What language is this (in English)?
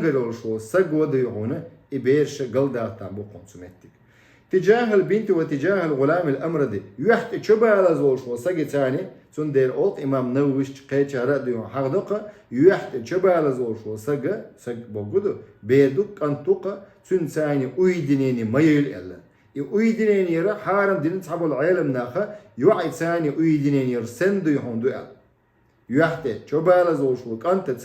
Chechen